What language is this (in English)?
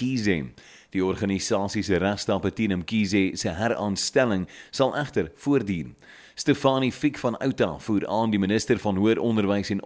Afrikaans